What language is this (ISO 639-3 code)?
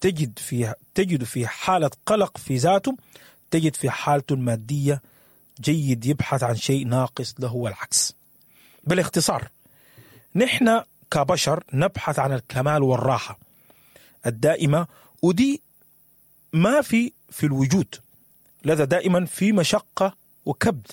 apd